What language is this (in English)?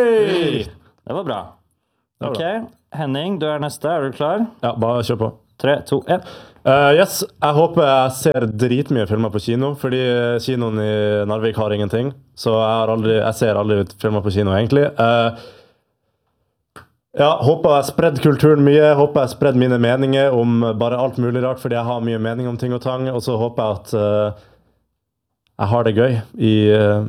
Norwegian